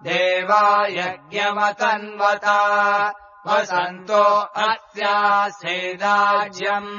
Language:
Sanskrit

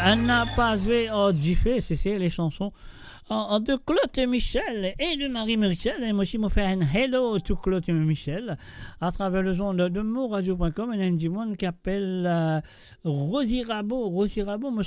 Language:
Morisyen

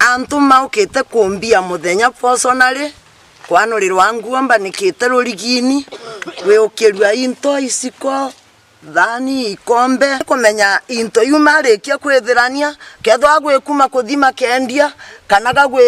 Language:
Meru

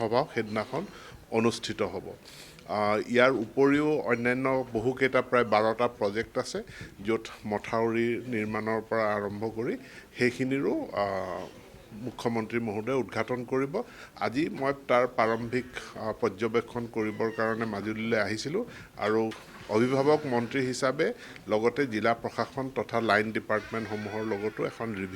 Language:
Assamese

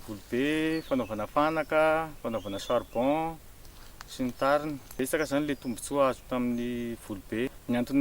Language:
Malagasy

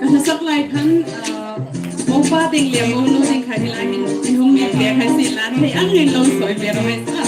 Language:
Hmar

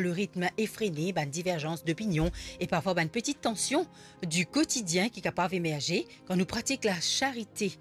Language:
Morisyen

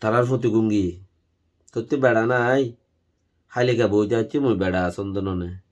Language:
Rohingya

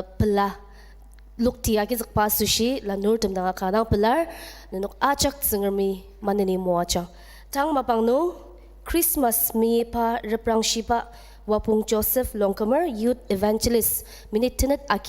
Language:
Ao Naga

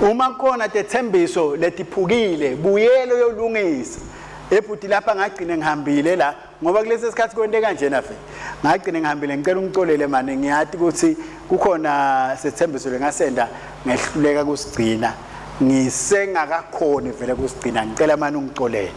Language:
Swati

